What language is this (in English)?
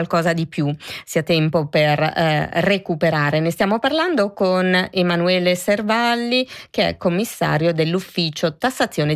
Italian